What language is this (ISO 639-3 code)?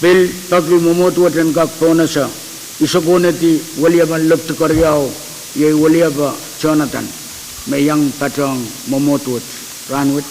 pon